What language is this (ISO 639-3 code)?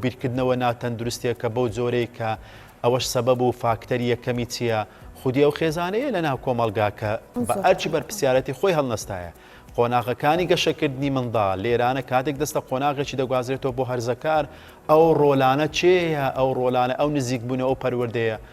ckb